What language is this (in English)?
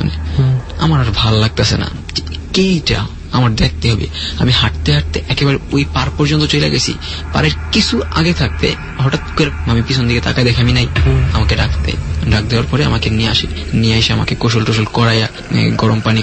Bangla